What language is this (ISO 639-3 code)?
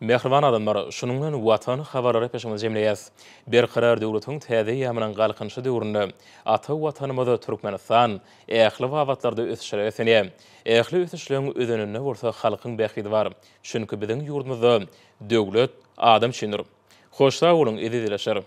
tuk